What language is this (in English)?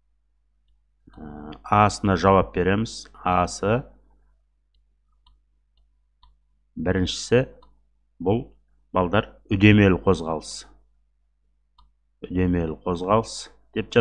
Kazakh